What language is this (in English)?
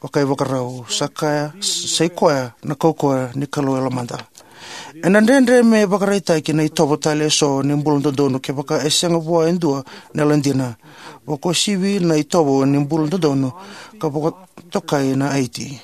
Fijian